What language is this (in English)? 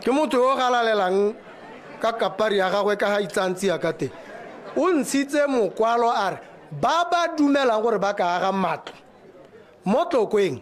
Tswana